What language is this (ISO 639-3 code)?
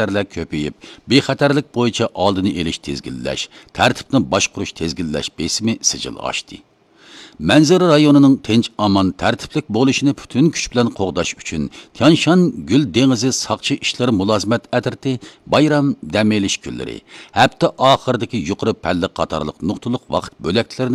uig